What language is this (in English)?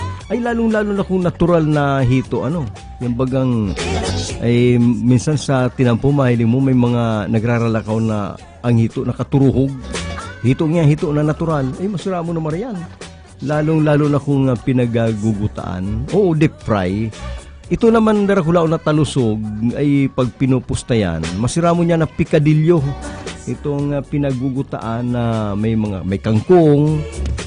Bikol